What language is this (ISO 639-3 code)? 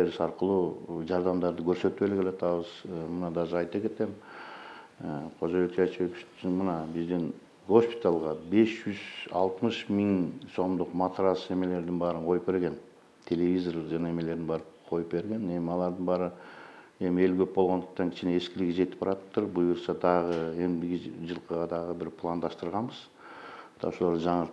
kir